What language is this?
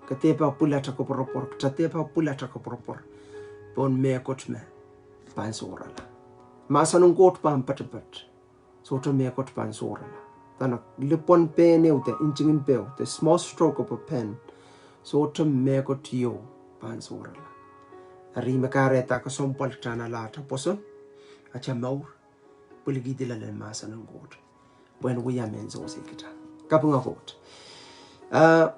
Pohnpeian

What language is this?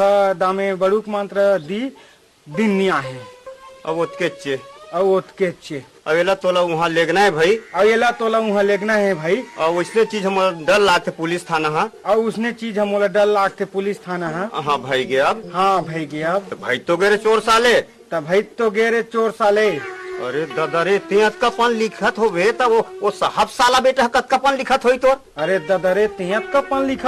Chhattisgarhi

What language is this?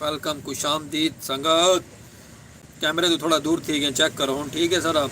Saraiki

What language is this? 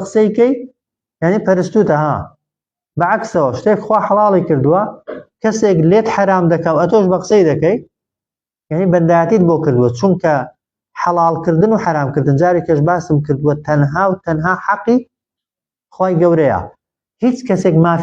Central Kurdish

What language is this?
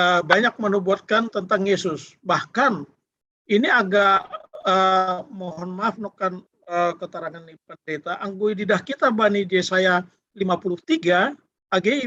Batak Simalungun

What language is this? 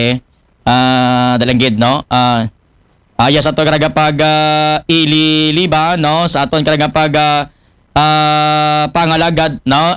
Aklanon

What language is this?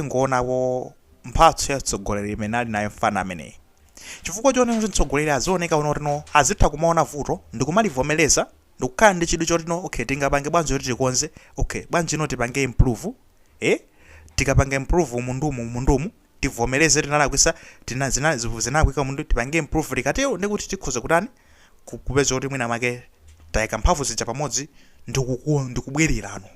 Nyanja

